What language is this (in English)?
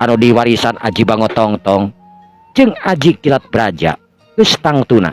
Sundanese